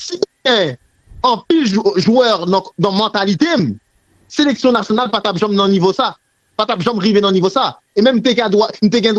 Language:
Haitian Creole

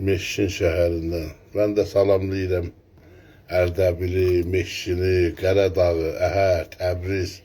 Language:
South Azerbaijani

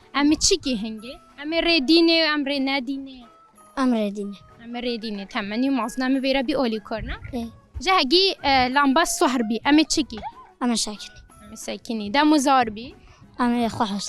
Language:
Kurdish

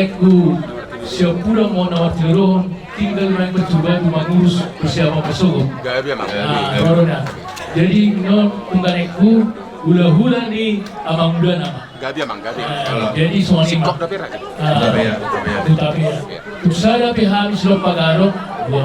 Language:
Batak Toba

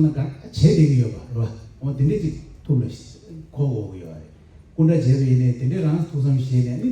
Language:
Tibetan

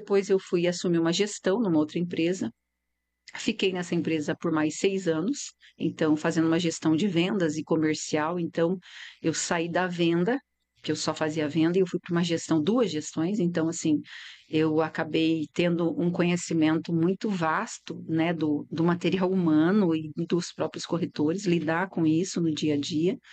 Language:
Portuguese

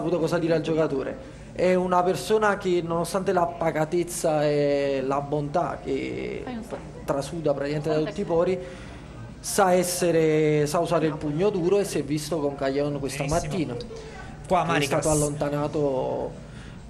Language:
Italian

